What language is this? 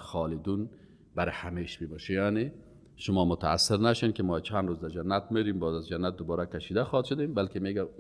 Persian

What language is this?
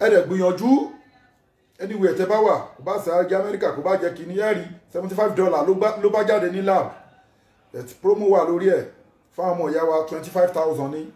Yoruba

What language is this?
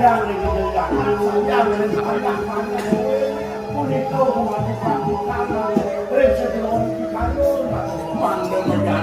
Balinese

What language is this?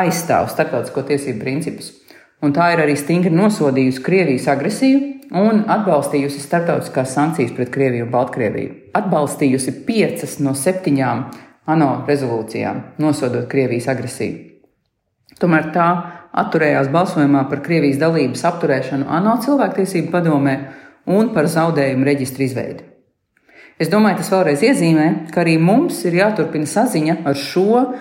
Latvian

